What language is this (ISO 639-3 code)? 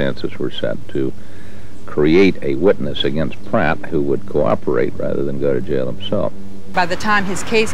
eng